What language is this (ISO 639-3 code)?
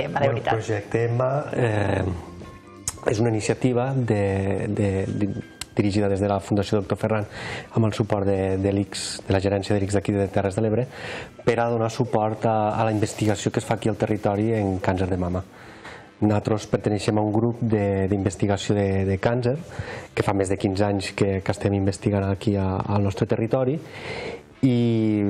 cat